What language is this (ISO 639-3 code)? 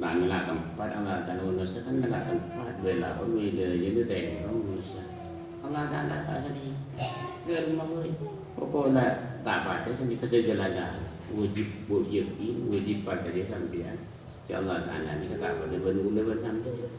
mad